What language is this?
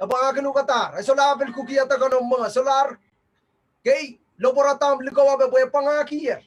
Pohnpeian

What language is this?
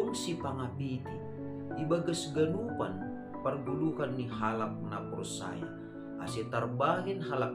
Batak Simalungun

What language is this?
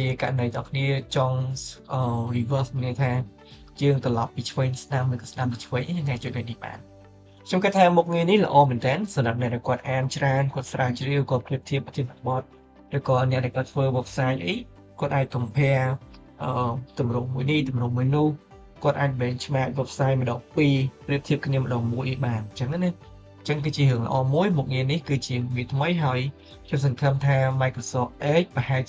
Khmer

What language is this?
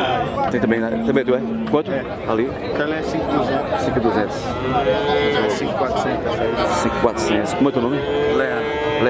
Portuguese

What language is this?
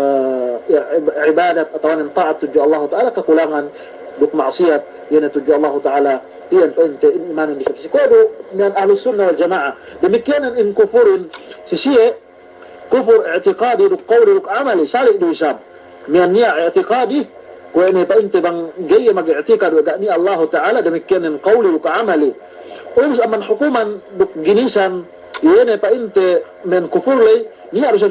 Yakan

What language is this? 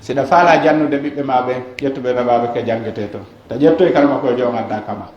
Pular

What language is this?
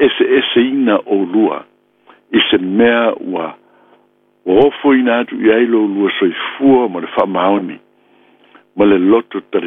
Samoan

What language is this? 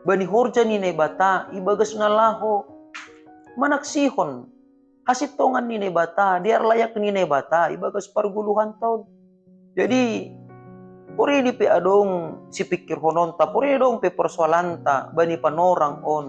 Batak Simalungun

